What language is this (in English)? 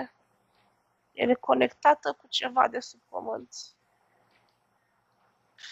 Romanian